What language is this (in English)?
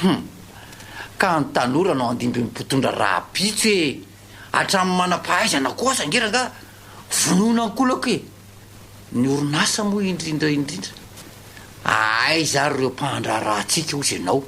Malagasy